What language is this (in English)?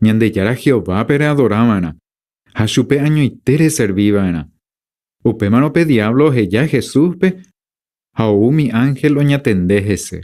Guarani